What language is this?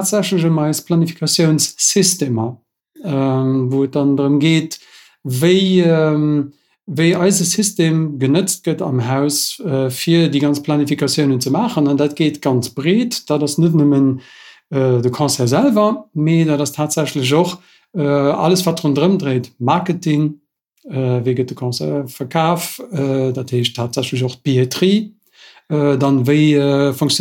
Luxembourgish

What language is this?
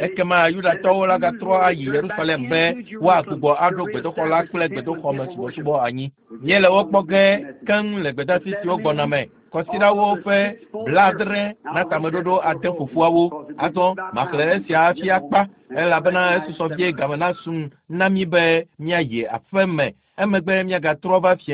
Ewe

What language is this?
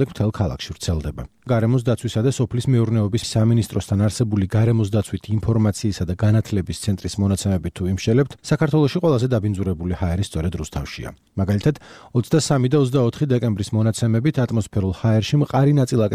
Georgian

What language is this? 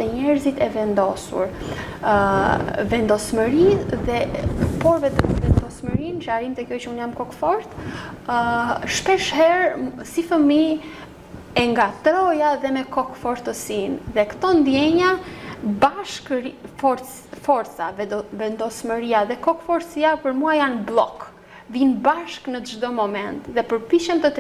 Albanian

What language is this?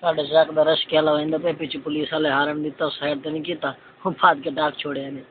Saraiki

